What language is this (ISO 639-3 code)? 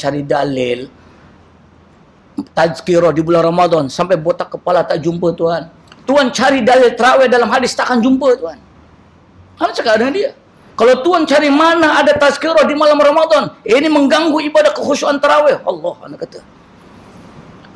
msa